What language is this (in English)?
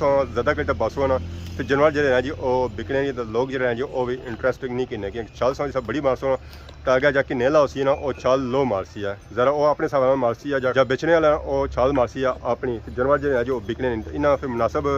Pahari-Potwari